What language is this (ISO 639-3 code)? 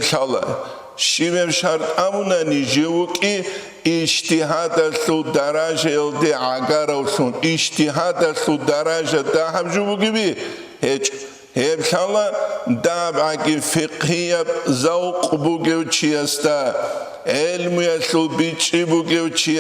ava